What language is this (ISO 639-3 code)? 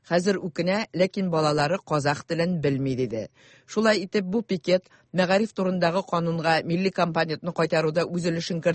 tat